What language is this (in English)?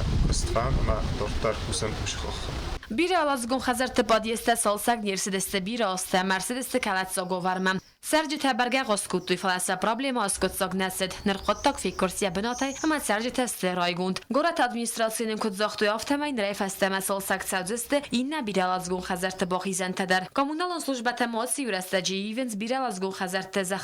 Ossetic